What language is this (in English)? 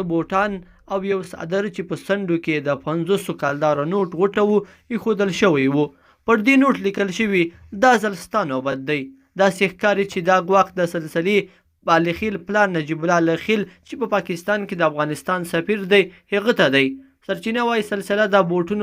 Pashto